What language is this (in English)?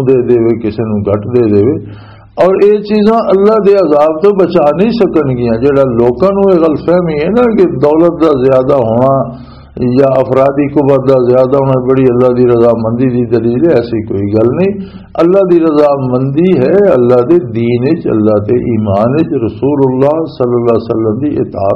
Western Panjabi